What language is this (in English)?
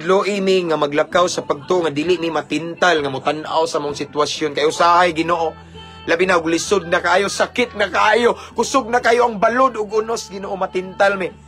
Cebuano